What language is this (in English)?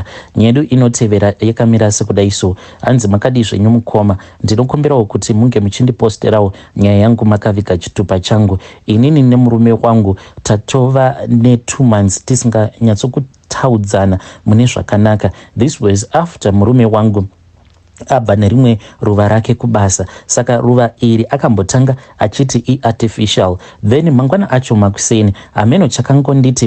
Shona